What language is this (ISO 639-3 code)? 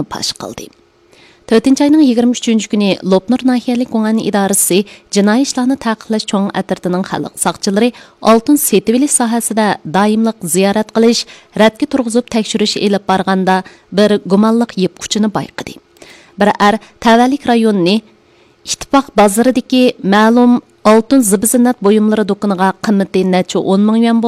uig